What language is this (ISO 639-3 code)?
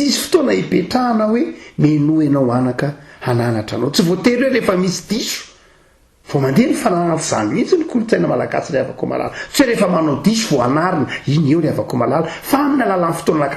mlg